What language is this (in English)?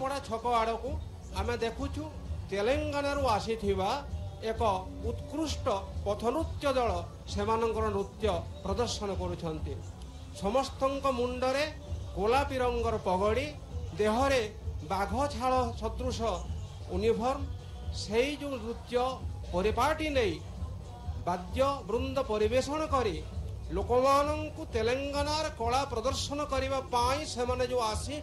Odia